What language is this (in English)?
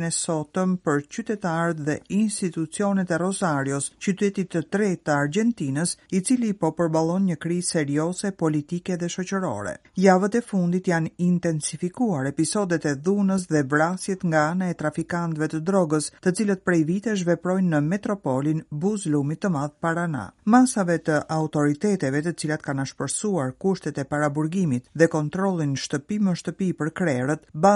Albanian